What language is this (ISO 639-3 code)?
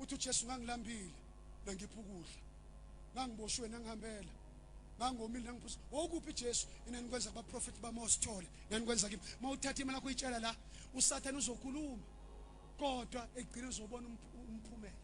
zul